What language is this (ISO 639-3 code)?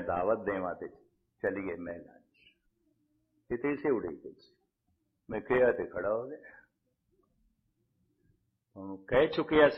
pan